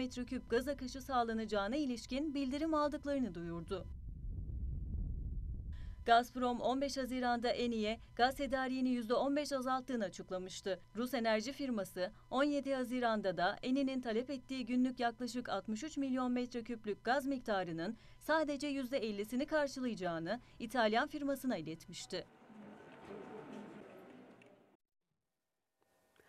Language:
Turkish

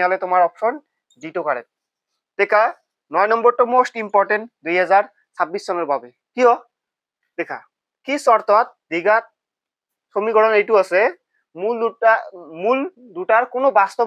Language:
Assamese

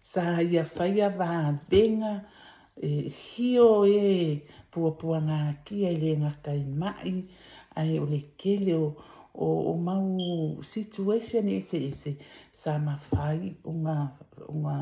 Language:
Samoan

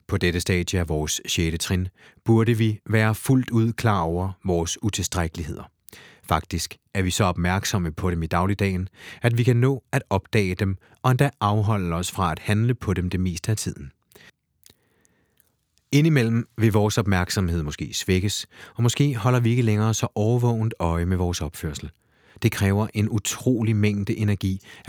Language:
Danish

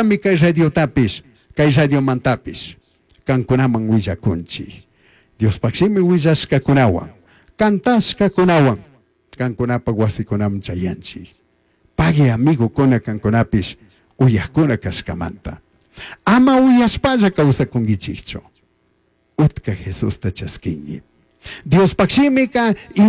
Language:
Chimborazo Highland Quichua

